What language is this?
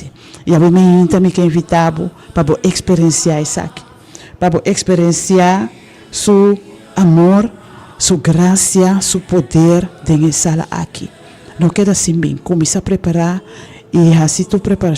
Papiamento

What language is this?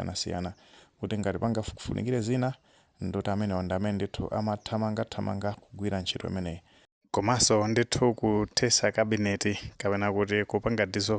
Nyanja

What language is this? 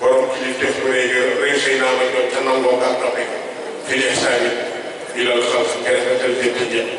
Wolof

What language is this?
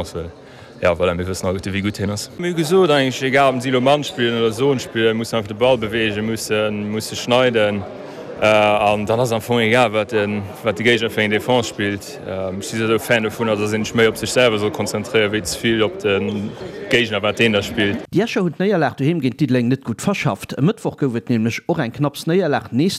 Luxembourgish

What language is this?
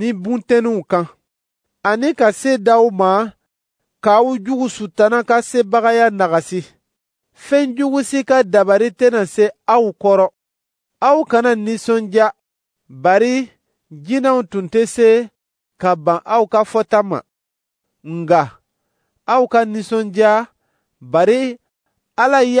Dyula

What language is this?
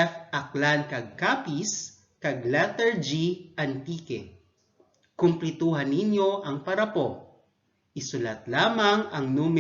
Hiligaynon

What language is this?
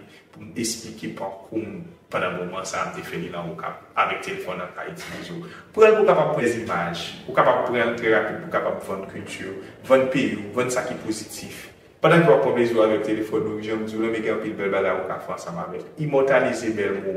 Haitian Creole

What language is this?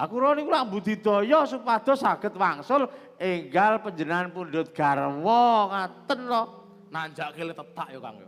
Javanese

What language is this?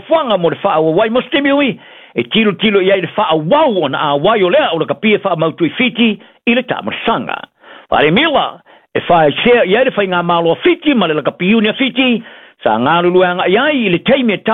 Samoan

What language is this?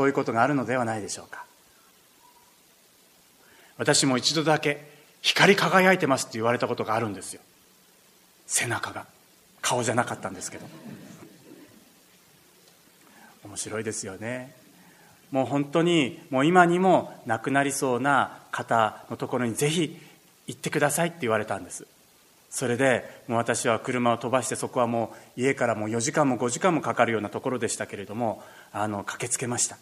Japanese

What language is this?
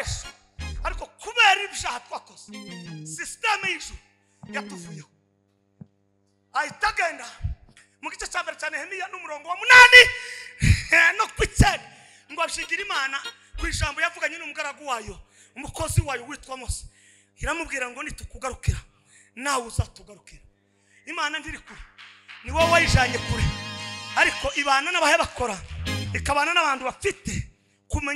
Kinyarwanda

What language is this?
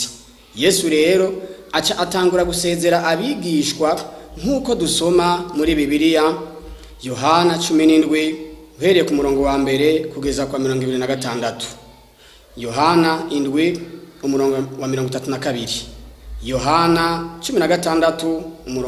Rundi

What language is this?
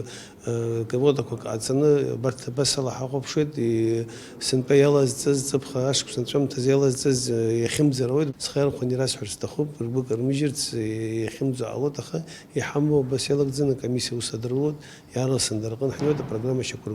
Abkhazian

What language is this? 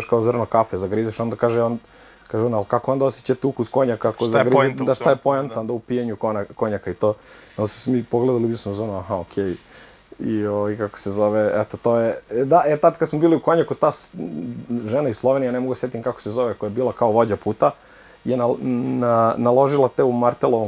Serbian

